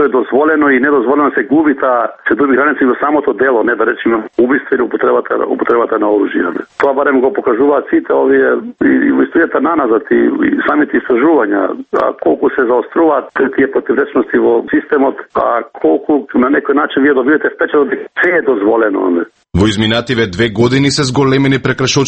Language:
Macedonian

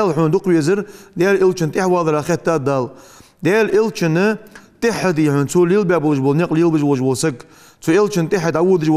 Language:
Ingush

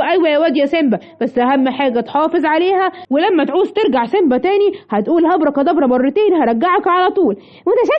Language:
Egyptian Arabic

